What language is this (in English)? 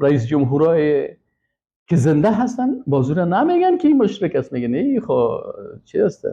Persian